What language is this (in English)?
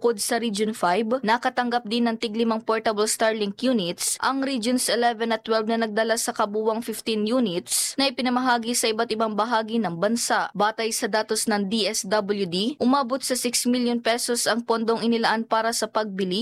Filipino